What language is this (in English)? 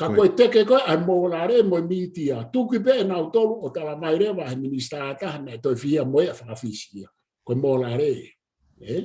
Tongan